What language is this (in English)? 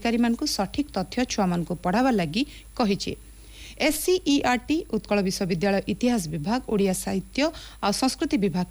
Odia